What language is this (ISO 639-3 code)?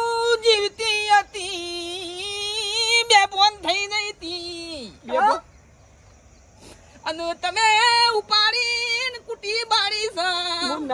guj